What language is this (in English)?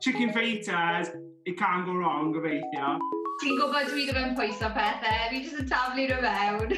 Welsh